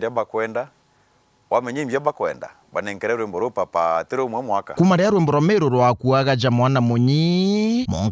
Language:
Meru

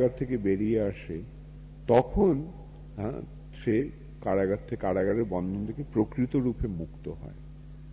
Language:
Bangla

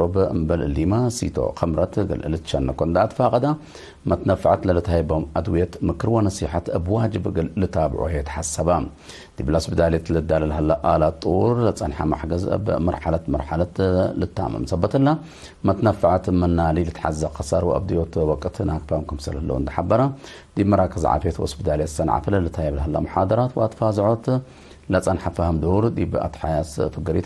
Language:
Tigre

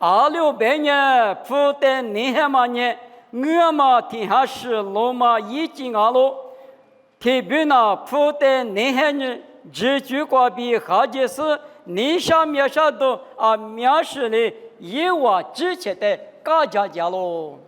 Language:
Lisu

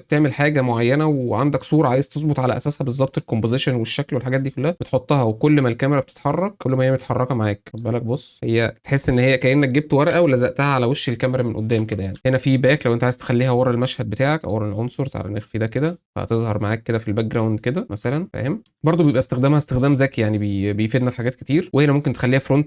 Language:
Egyptian Arabic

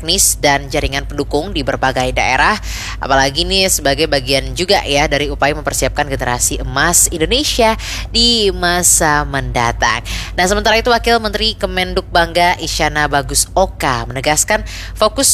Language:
Indonesian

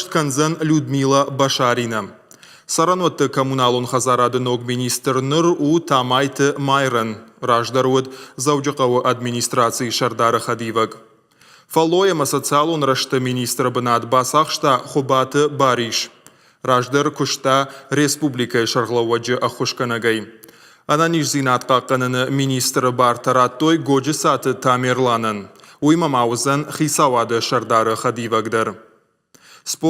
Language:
Ossetic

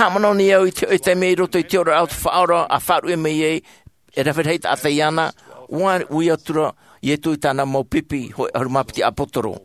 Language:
Tahitian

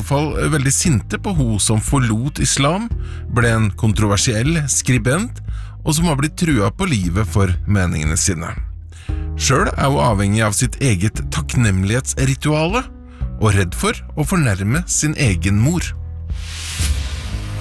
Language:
Norwegian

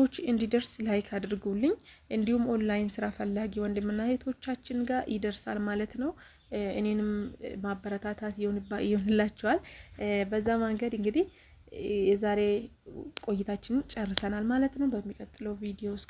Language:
Amharic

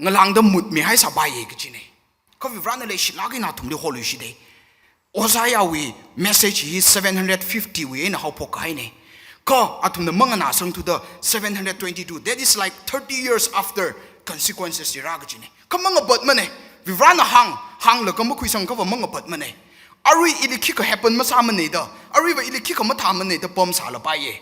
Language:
Tangkhul Naga (India)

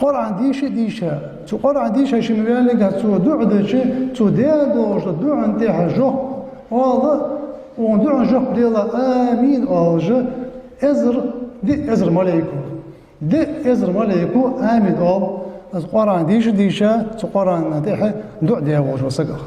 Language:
Ingush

